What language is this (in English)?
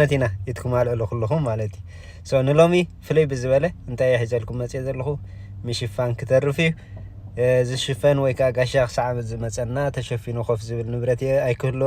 Tigrinya